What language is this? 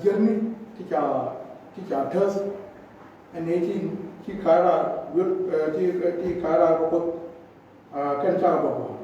Nuer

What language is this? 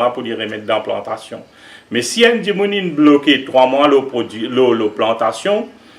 Morisyen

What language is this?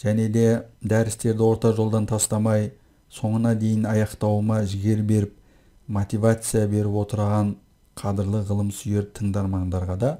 Kazakh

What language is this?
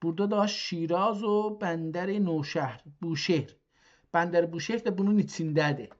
South Azerbaijani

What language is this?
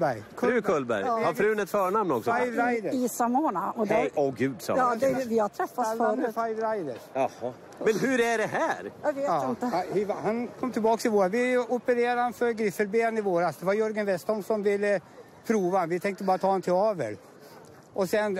Swedish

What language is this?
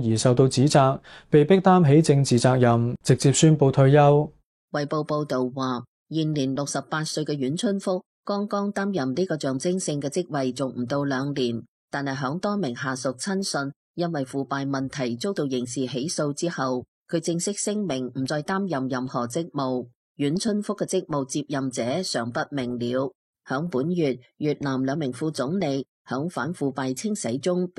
Cantonese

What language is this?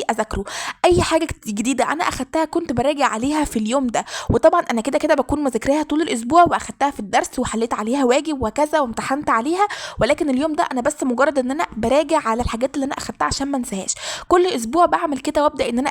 Egyptian Arabic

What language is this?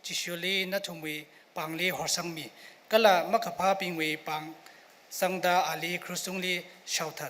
Tangkhul Naga (India)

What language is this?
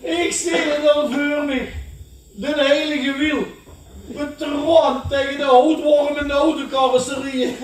Limburgish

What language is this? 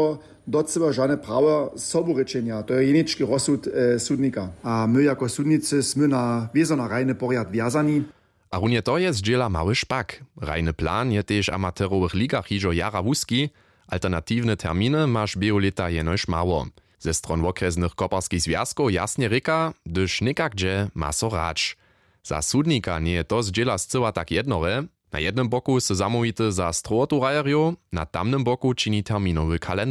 Upper Sorbian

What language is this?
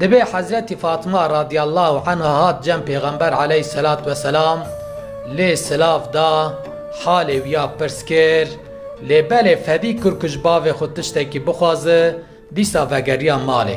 Kurdish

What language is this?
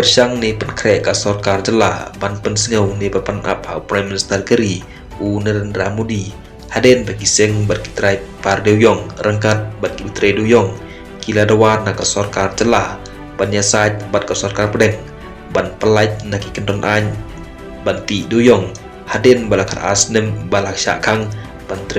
Khasi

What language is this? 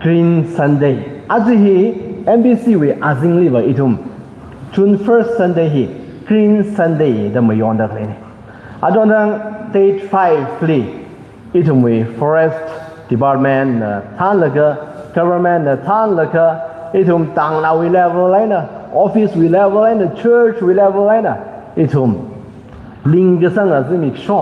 Tangkhul Naga (India)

